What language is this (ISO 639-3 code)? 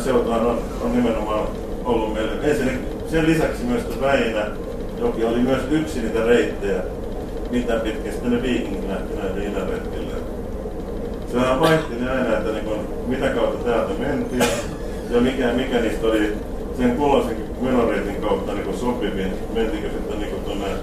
fin